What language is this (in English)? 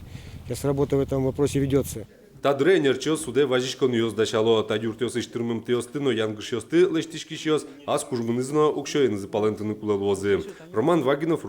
Udmurt